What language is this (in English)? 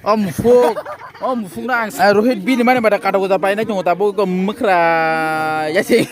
Kok Borok